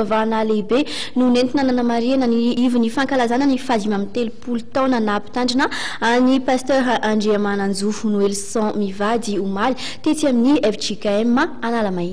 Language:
Malagasy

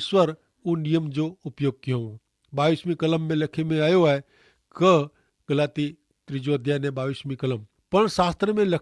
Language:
Kachhi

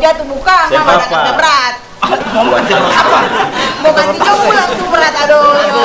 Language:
Ambonese Malay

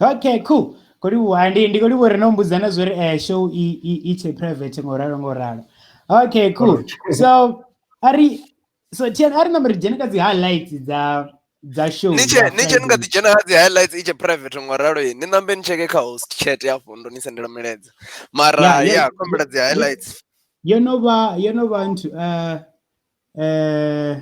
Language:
Venda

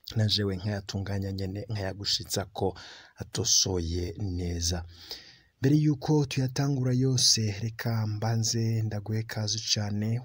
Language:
Rundi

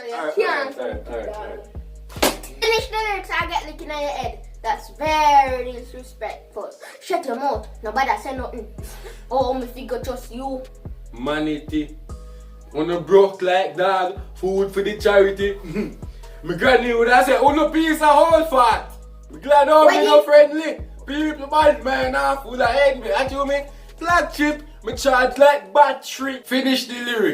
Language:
Jamaican Creole English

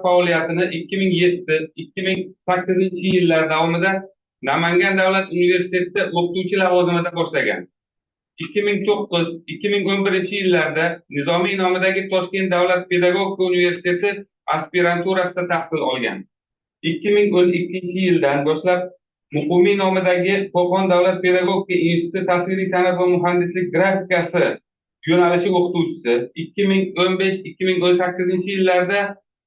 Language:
Uzbek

